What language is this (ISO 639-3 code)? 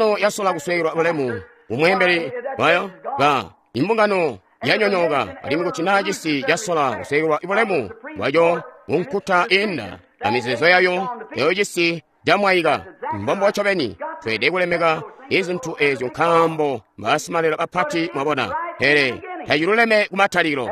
toi